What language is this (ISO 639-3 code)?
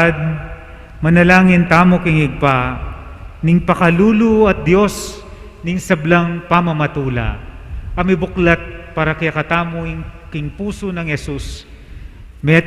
pam